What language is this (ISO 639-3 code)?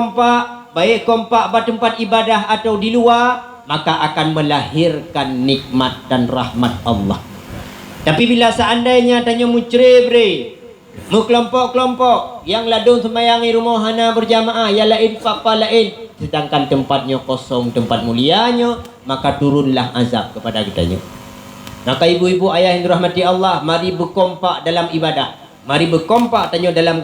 ace